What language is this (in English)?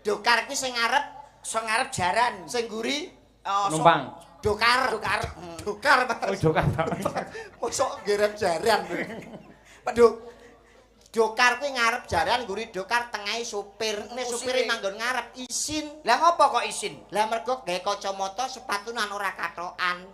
Javanese